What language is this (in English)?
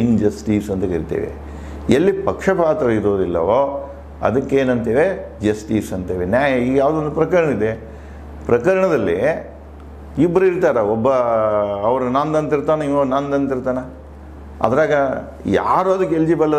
Kannada